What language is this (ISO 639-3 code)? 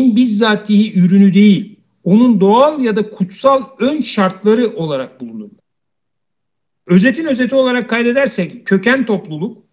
tur